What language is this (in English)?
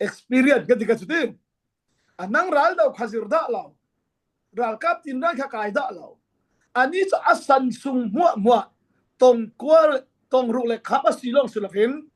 Falam Chin